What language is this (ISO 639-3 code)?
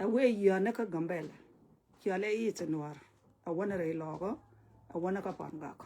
nus